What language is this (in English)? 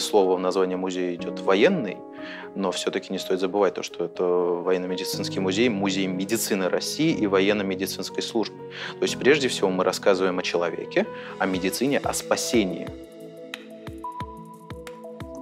Russian